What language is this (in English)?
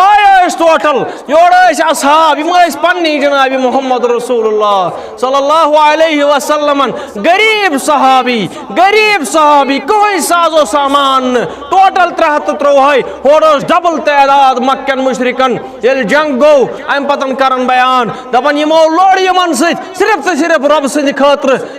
Kashmiri